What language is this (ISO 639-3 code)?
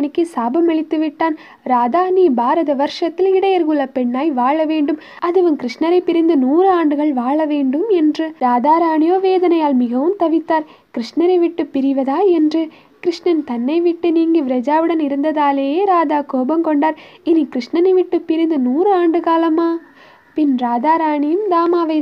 tam